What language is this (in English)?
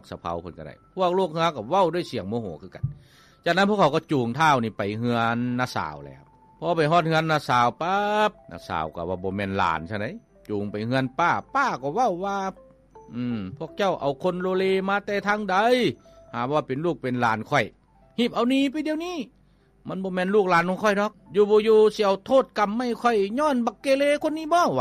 Lao